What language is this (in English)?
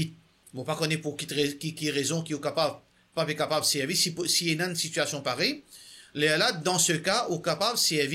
Morisyen